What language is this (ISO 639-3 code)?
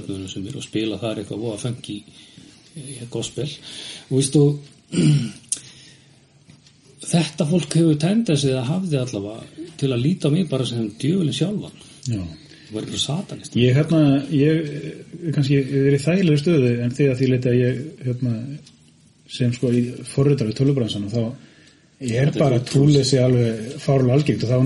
isl